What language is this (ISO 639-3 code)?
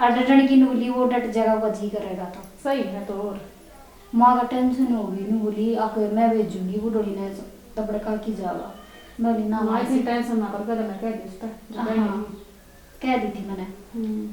bgc